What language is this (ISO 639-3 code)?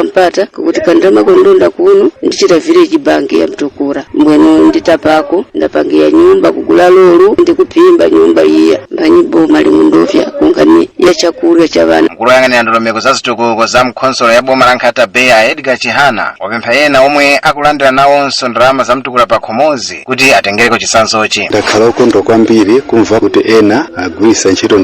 nya